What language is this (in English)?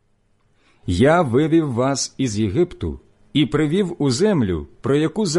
Ukrainian